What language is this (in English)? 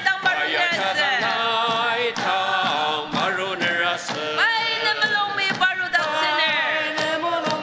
Ao Naga